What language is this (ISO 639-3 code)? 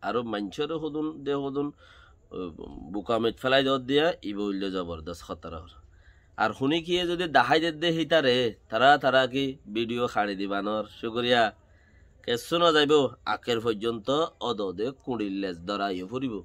rhg